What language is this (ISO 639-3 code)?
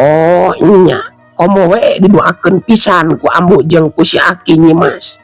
sun